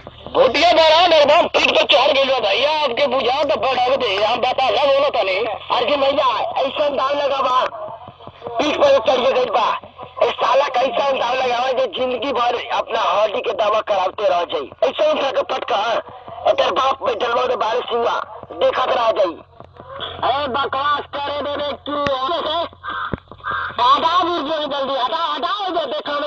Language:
Bhojpuri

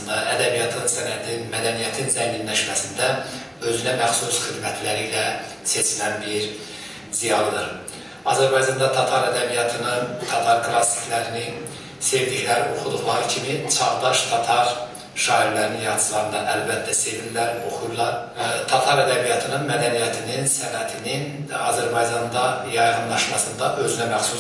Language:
Tatar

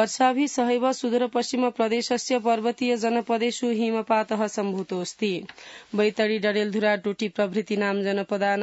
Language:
Sanskrit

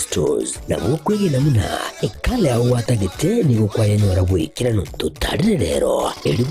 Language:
Gusii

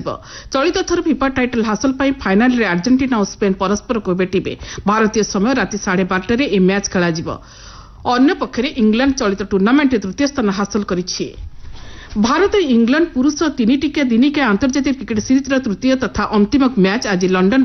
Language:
Odia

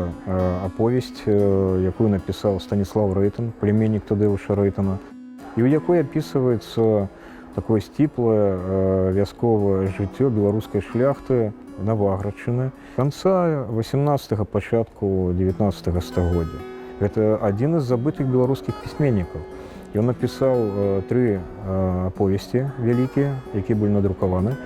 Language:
Belarusian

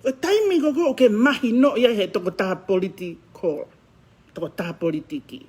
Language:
Tongan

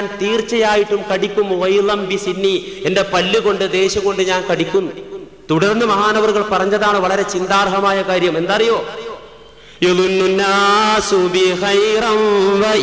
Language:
Malayalam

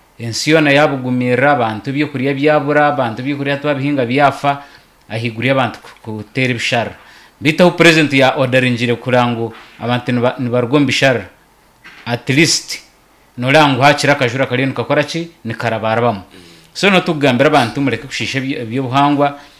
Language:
Nyankole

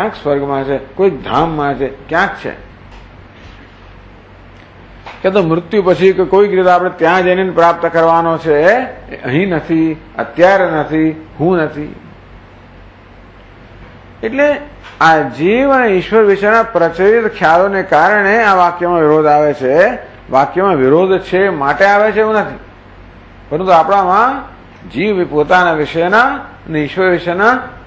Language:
Gujarati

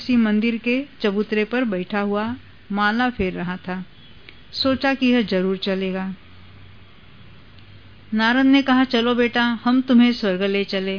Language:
Hindi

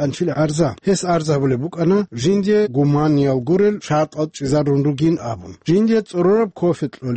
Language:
Avaric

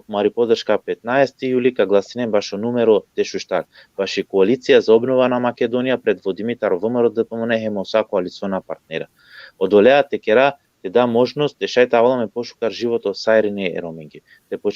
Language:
Balkan Romani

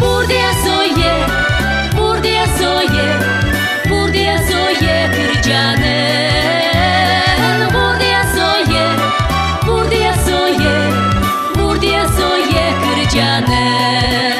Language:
Udmurt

